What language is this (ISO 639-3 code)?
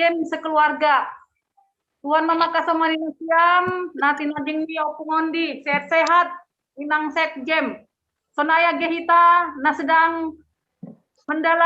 bts